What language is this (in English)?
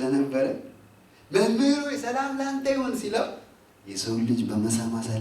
Amharic